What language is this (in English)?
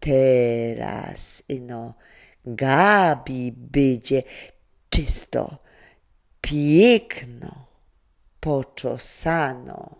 Silesian